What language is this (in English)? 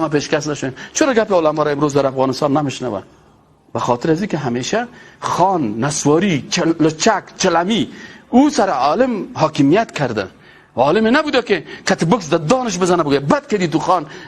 Persian